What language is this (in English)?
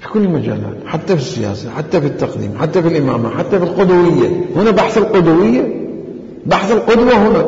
Mesopotamian Arabic